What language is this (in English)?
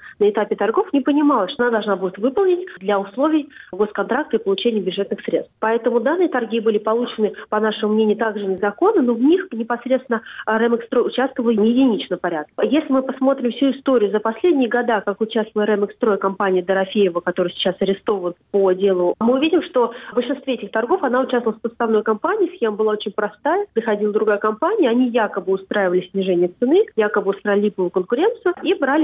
Russian